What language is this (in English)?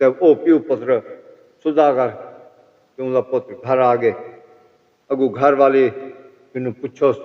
Saraiki